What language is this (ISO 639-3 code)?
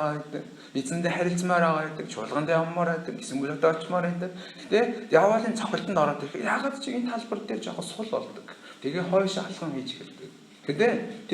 mon